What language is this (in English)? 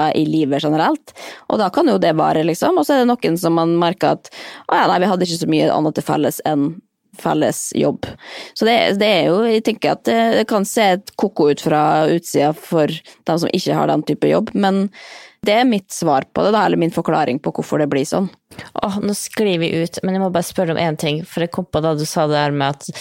Norwegian